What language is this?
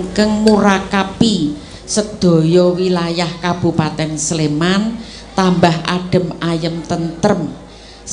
Javanese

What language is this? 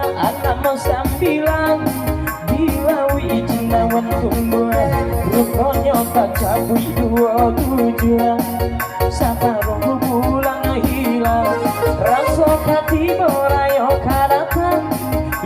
Minangkabau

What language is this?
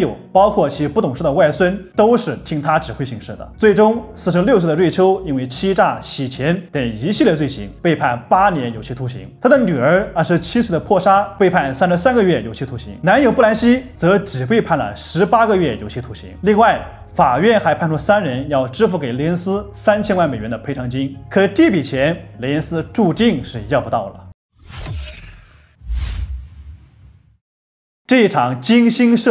Chinese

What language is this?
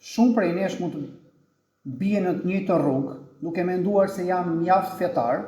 Albanian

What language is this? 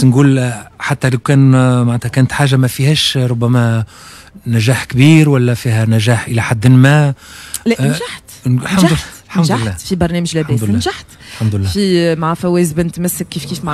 Tunisian Arabic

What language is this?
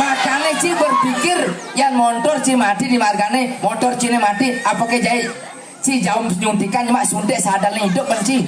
Balinese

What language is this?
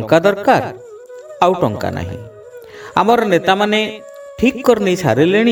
Odia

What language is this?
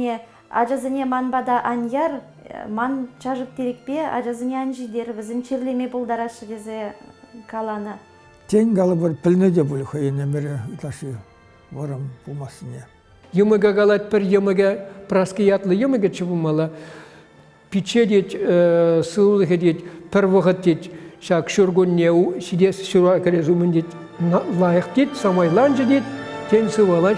Chuvash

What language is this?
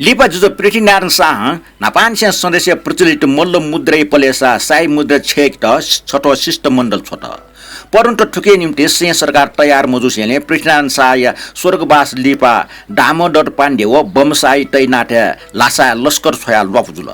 Newari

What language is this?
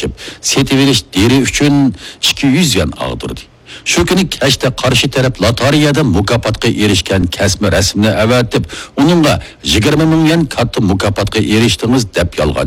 Uyghur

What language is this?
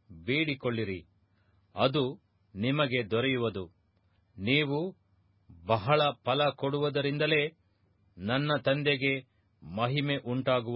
Kannada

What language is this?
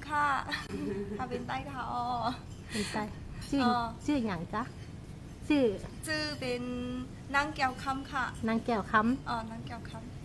Shan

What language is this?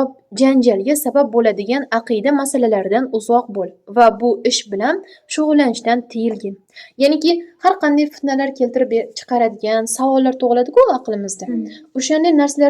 Uzbek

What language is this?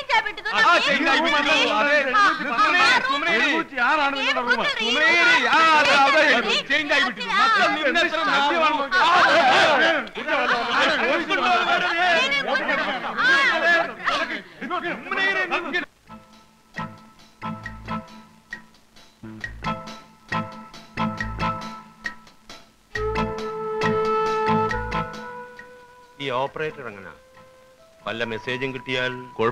Malayalam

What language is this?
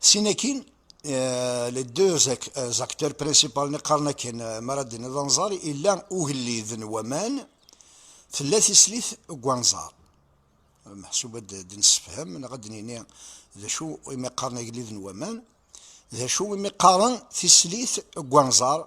Kabyle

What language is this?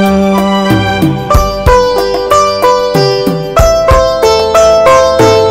Malayalam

